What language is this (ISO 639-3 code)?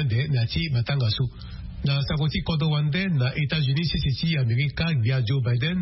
sag